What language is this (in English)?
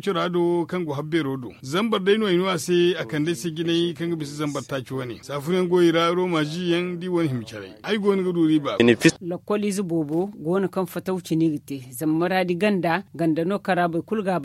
Zarma